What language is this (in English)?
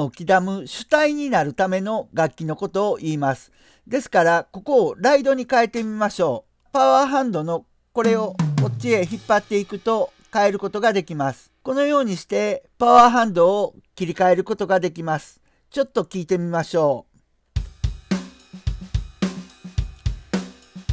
Japanese